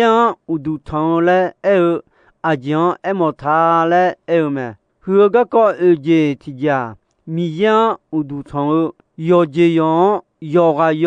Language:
Akha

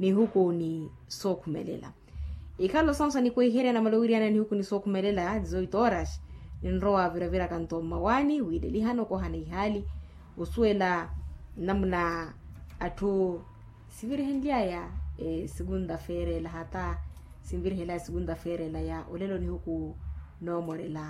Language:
Makhuwa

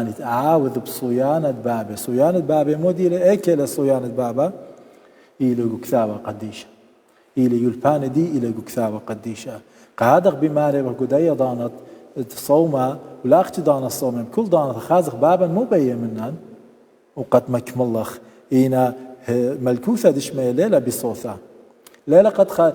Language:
Assyrian Neo-Aramaic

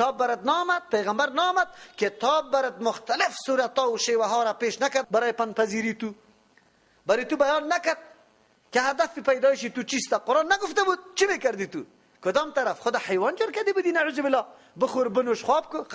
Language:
Persian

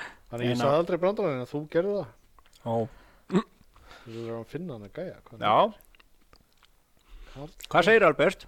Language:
Icelandic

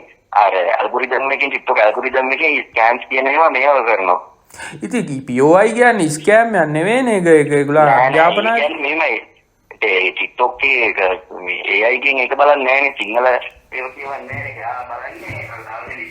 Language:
Sinhala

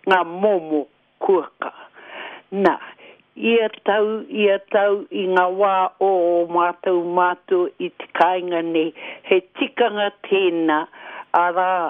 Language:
Māori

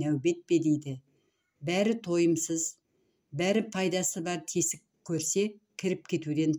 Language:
Kazakh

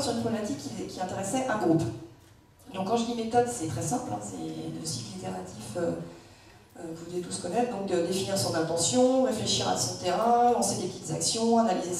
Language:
French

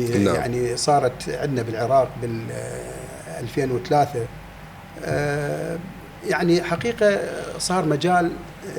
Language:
Mesopotamian Arabic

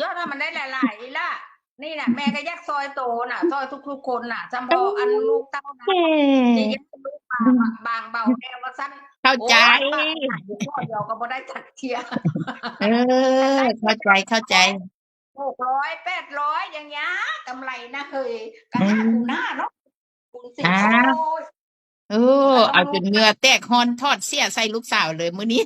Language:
Northeastern Thai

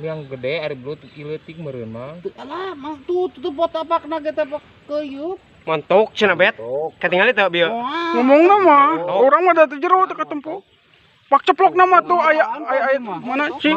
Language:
Sundanese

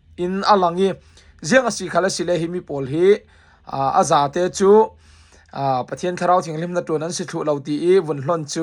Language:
Falam Chin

